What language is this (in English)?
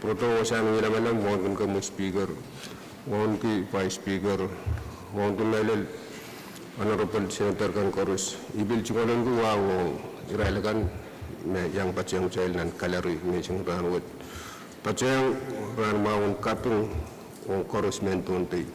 Pohnpeian